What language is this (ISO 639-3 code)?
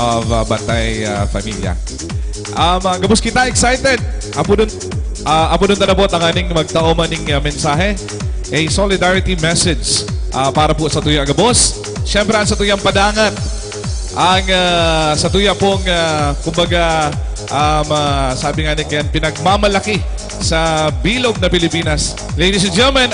bik